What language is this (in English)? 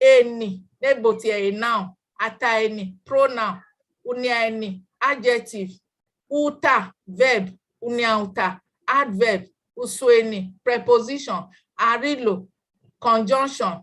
Bini